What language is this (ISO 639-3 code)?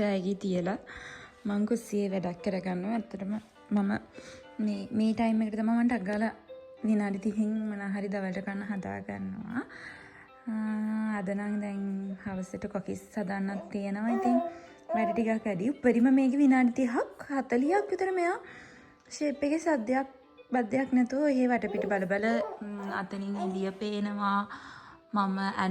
sin